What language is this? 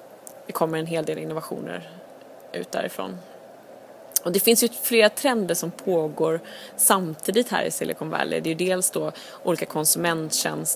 Swedish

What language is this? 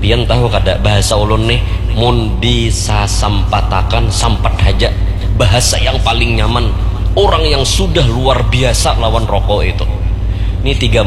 Banjar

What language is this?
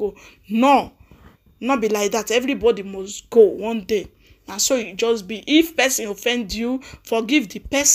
Nigerian Pidgin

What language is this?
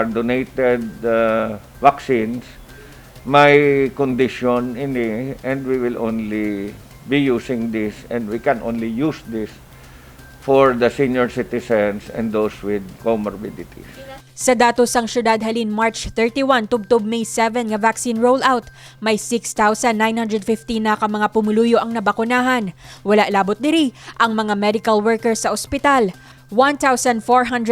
Hiligaynon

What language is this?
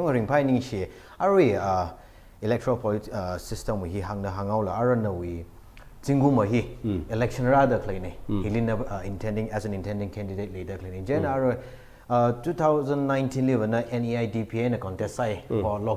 Tangkhul Naga (India)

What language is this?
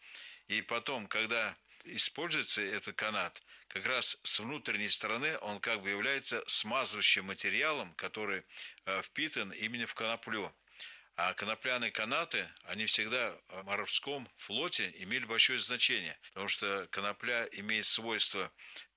Russian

